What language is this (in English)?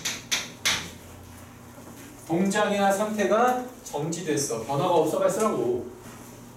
Korean